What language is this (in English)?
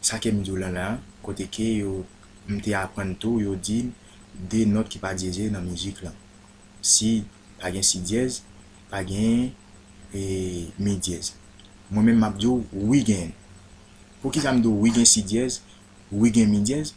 Haitian Creole